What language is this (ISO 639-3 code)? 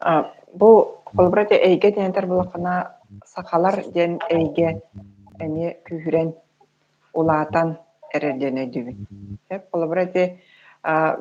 sah